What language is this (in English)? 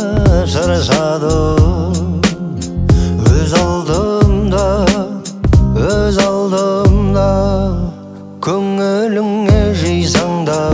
Kazakh